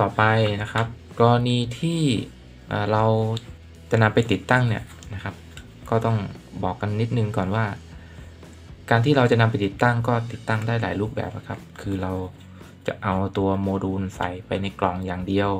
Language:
Thai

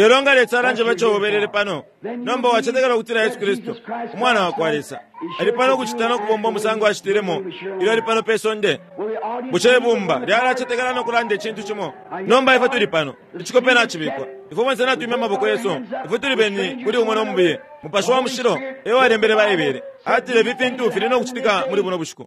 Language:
Bemba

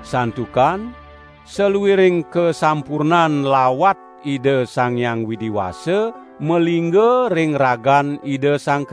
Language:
Balinese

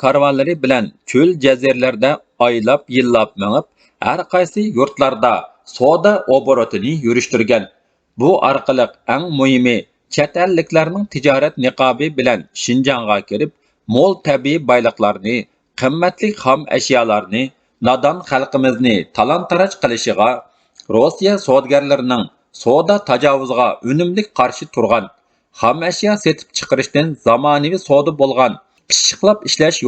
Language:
Uyghur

